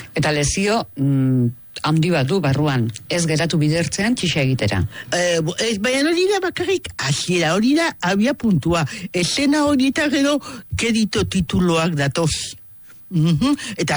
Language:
Basque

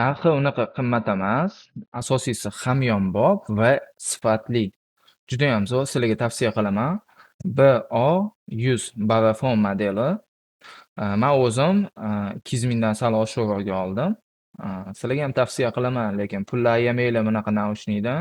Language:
Uzbek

